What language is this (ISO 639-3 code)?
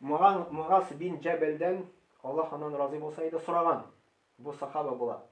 tat